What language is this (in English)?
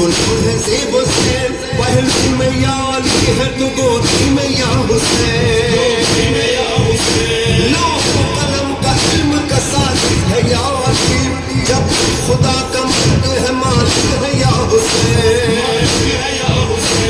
Urdu